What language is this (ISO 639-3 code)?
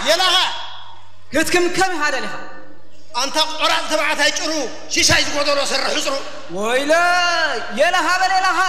tir